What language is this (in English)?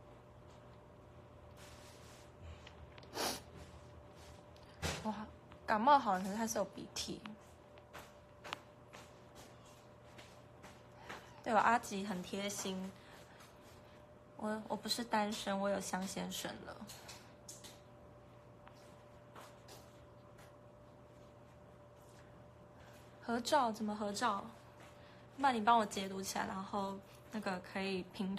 Chinese